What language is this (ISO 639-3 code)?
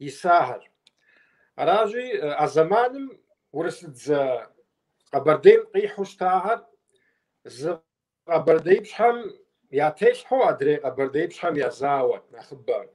kbd